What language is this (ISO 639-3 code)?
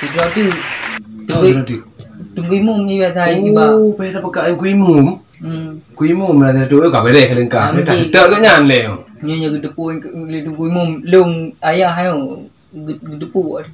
ace